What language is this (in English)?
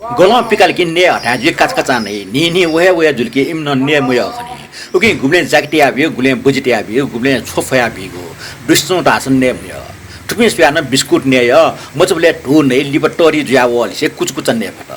Newari